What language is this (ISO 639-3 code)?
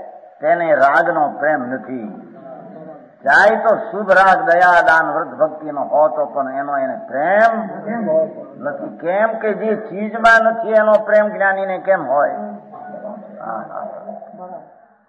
guj